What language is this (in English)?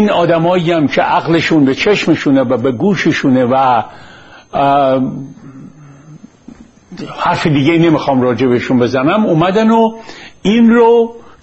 Persian